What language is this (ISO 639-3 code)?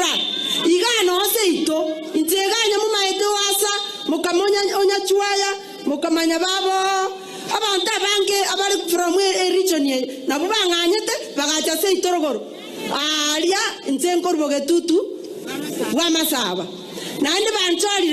guz